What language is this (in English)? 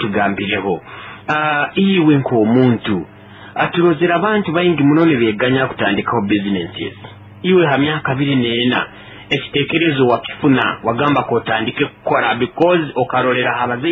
Nyoro